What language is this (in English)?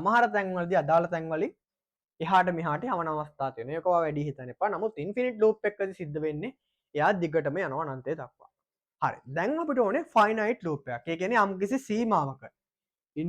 Sinhala